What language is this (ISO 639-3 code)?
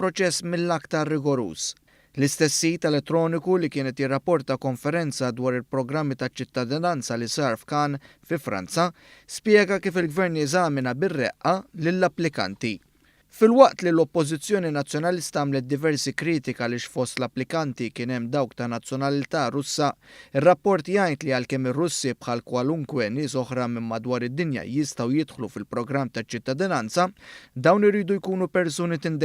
mlt